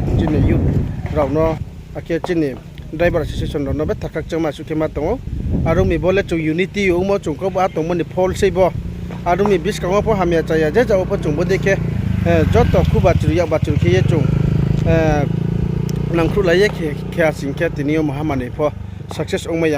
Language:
Riang (India)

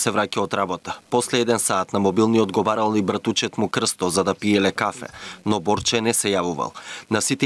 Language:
Macedonian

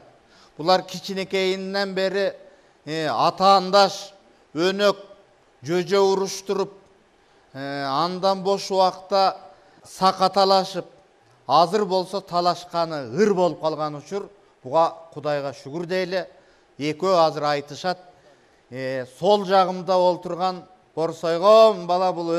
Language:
Kyrgyz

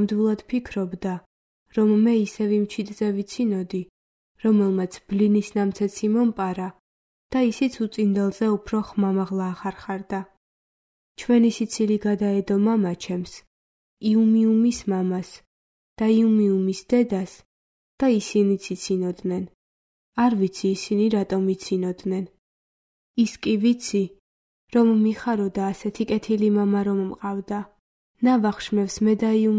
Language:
Georgian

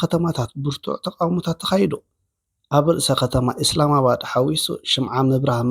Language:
Tigrinya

